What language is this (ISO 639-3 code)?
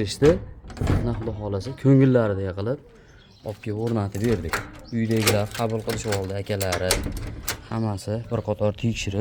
uzb